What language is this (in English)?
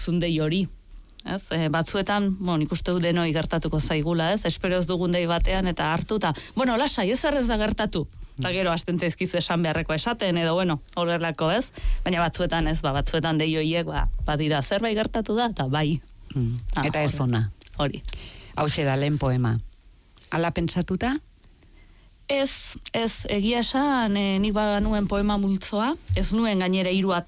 Basque